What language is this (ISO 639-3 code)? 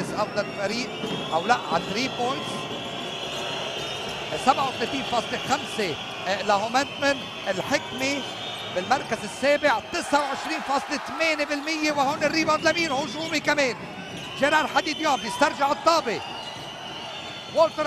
apc